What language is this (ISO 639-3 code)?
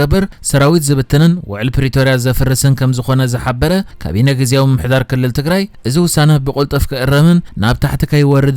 tir